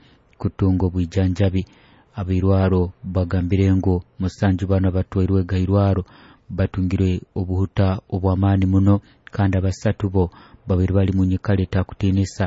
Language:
Nyoro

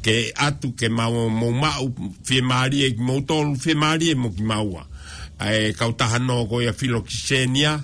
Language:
Tongan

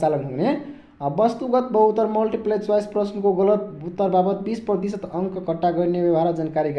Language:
Nepali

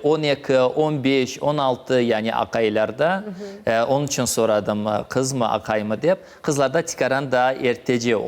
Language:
Crimean Tatar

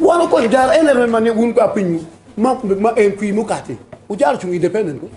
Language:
Acoli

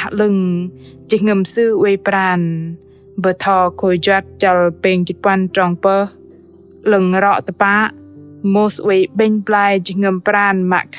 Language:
Bahnar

